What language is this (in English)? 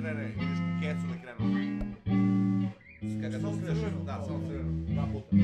Serbian